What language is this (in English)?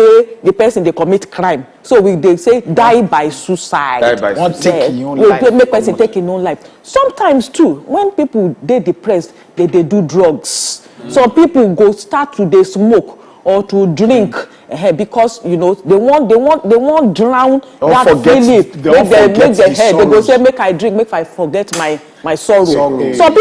Nigerian Pidgin